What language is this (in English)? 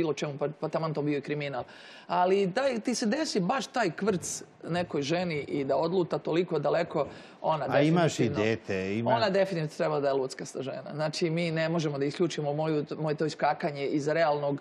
Serbian